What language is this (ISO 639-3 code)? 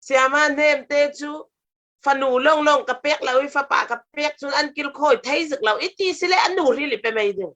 cfm